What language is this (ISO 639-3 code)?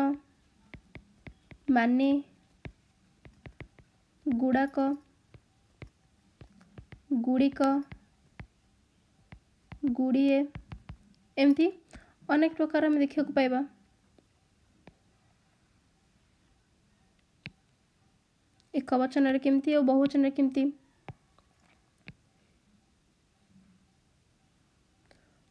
ori